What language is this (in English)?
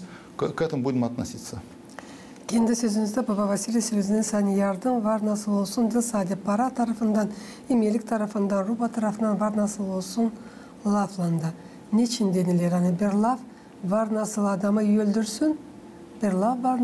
Gagauz